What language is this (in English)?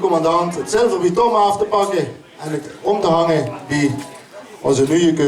Limburgish